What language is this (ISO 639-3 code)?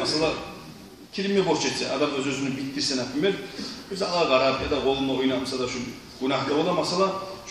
kum